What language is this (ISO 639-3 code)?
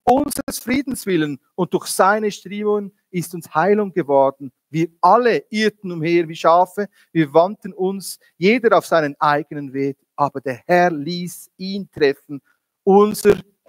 gsw